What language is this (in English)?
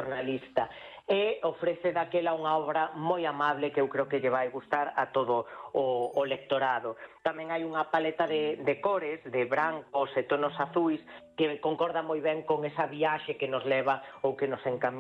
Galician